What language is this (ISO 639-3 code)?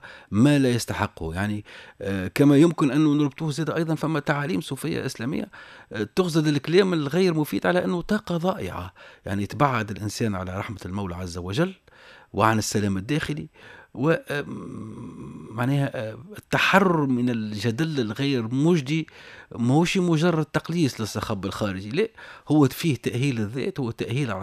aeb